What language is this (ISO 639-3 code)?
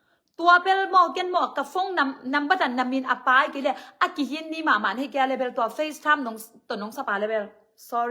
ctd